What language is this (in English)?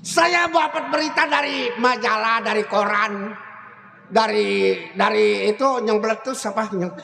Betawi